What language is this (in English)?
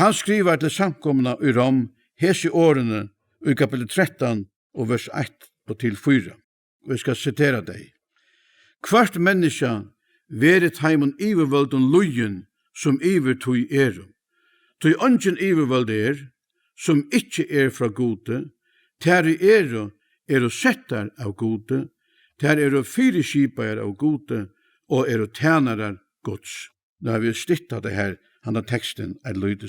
Faroese